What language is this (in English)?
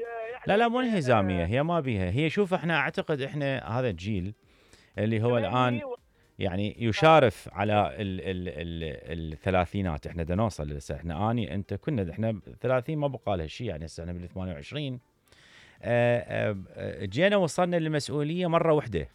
Mesopotamian Arabic